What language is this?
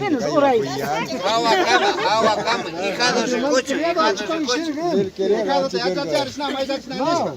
Imbabura Highland Quichua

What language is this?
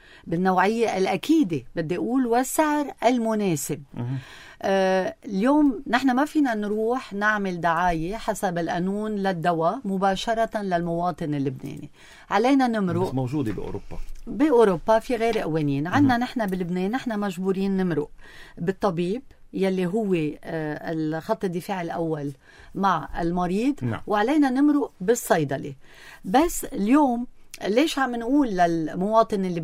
North Levantine Arabic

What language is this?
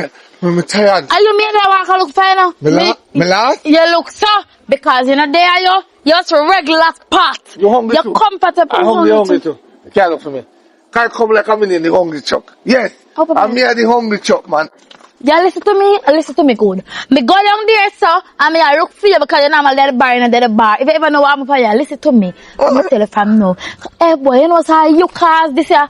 Jamaican Creole English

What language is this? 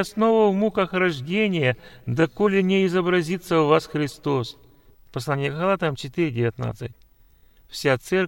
Russian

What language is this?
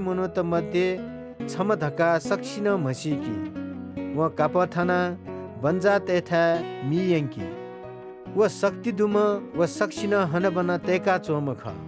Newari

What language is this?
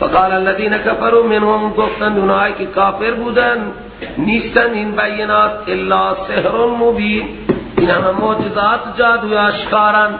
Persian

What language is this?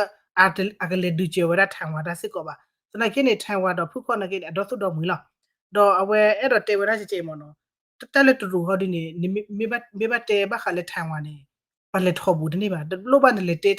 S'gaw Karen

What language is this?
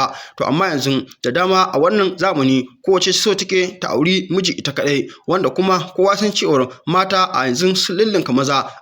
Hausa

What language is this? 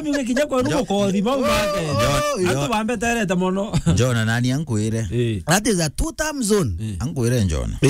Meru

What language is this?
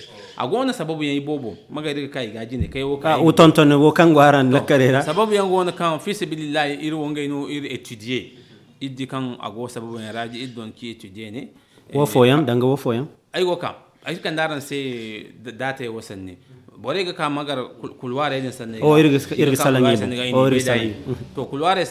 Zarma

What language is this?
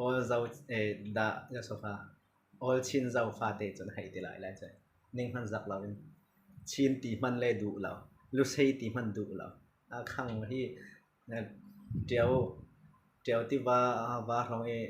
Falam Chin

